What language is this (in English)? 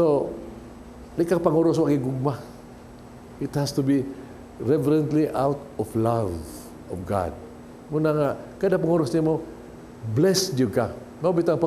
Cebuano